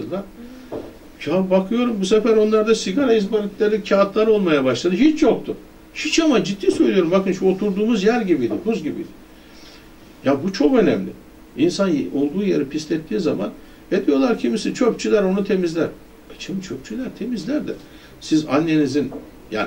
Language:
Turkish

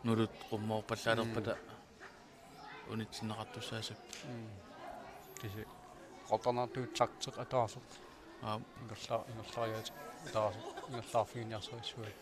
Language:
Kalaallisut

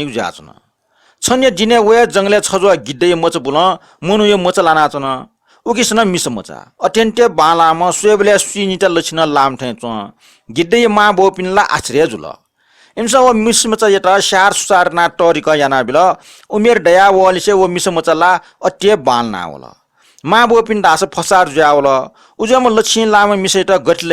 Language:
Newari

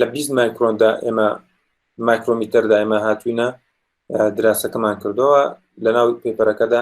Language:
Central Kurdish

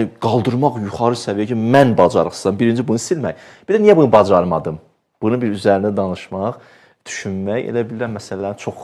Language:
Azerbaijani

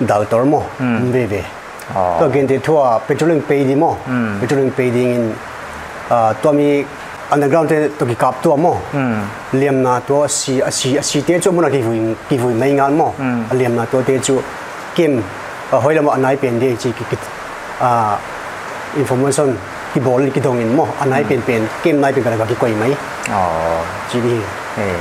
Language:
Paite Chin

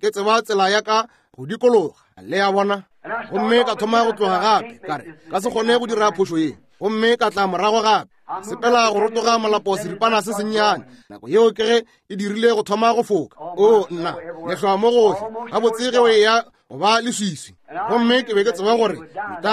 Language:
Northern Sotho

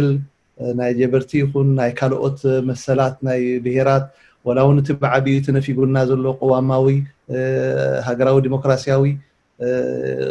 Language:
Tigrinya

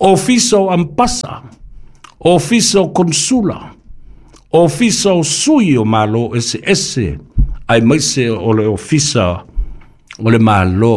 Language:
Samoan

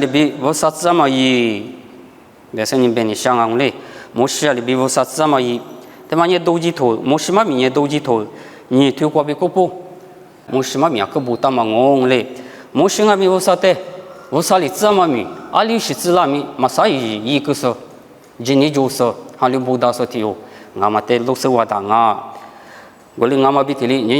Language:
Lisu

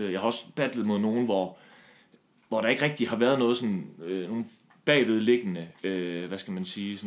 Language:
Danish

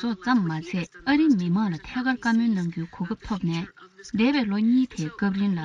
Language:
Tibetan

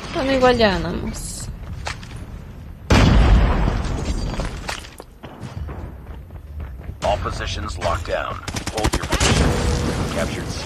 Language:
Spanish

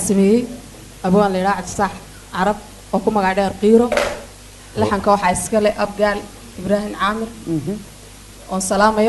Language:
Somali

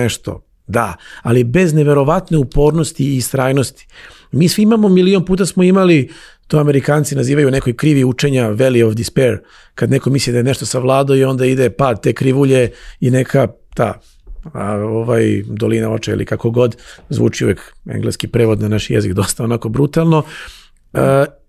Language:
Serbian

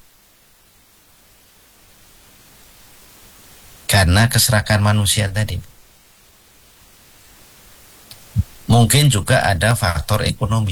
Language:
Indonesian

